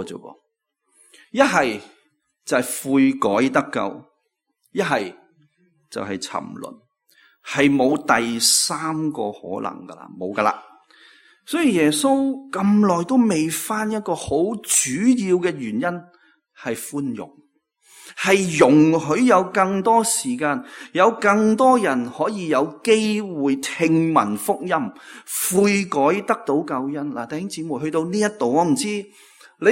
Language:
Cantonese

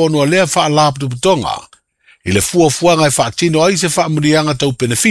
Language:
Samoan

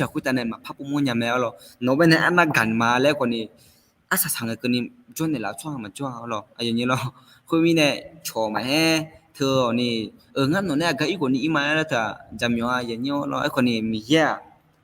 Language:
Akha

